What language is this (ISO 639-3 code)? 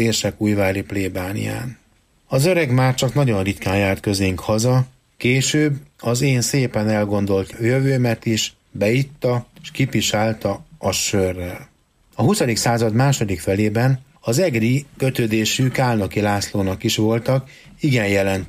hun